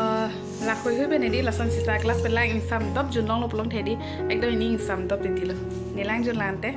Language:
Karbi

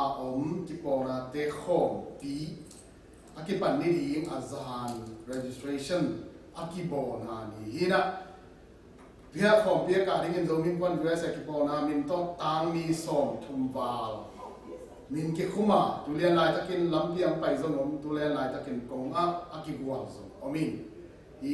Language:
Tedim Chin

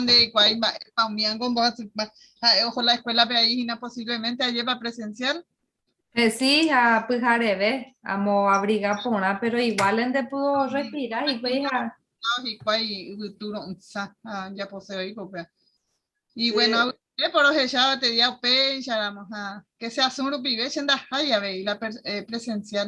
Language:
Guarani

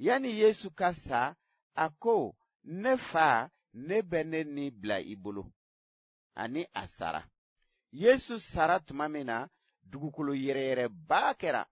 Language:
Bambara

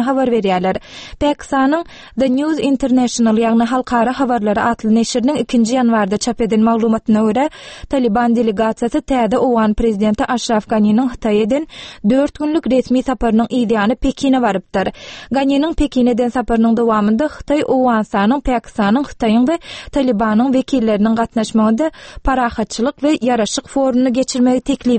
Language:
Turkmen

